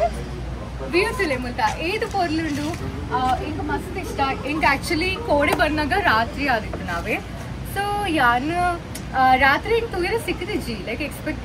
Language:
Tulu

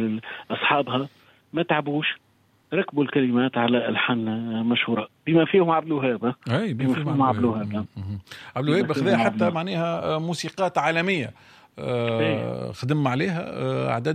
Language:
Tunisian Arabic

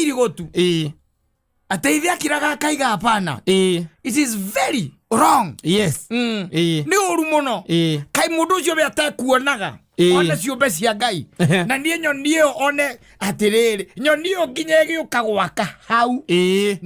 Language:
Kikuyu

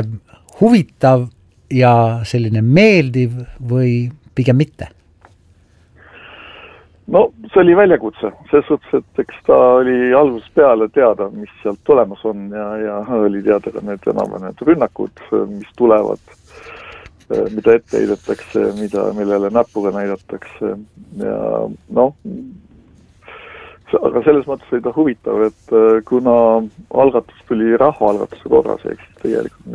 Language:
Estonian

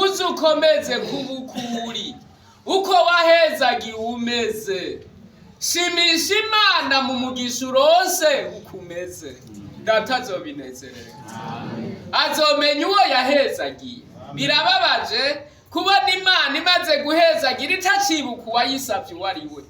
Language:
Rundi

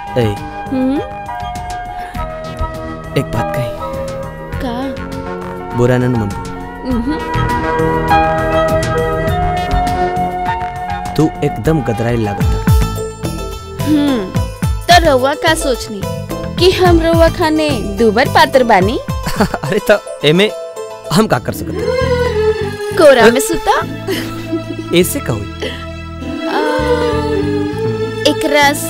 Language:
Bhojpuri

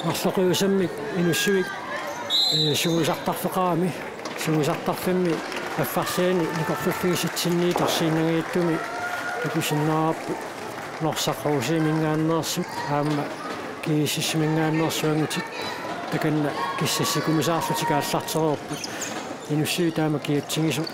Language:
Kalaallisut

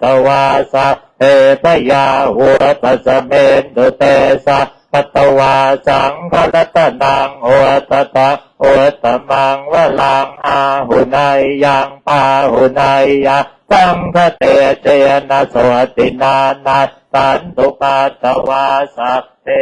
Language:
Pali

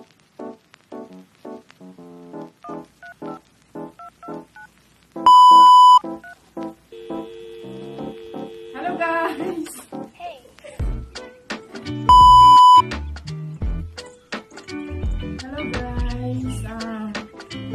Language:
Filipino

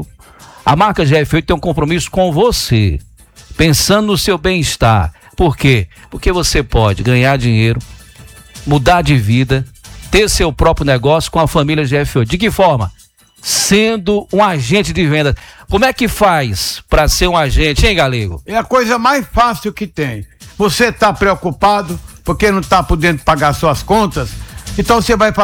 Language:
Portuguese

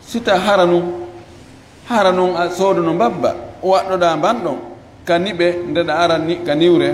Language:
Fula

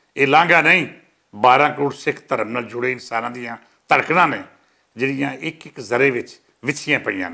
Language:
Western Panjabi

